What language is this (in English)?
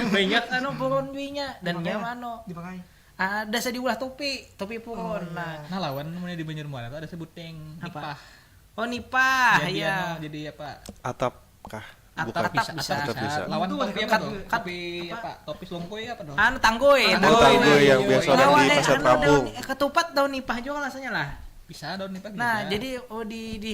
Banjar